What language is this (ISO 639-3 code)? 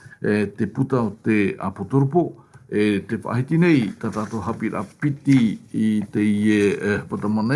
tah